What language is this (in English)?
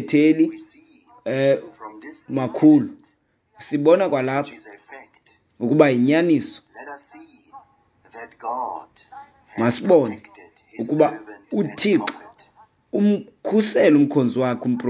Xhosa